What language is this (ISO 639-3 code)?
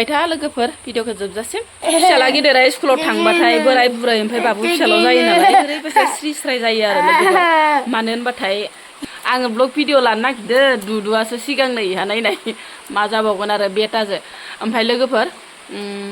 brx